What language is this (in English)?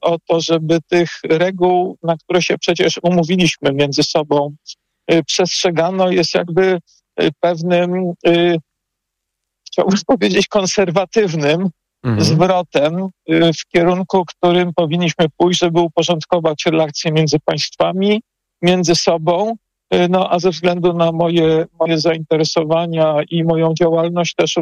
Polish